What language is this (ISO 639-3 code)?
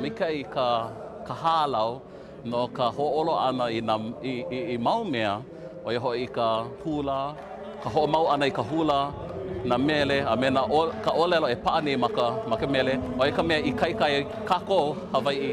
haw